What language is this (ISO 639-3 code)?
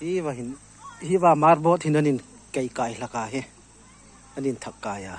hmr